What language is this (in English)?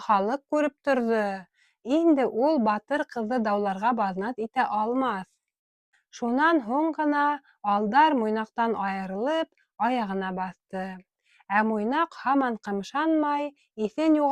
Bashkir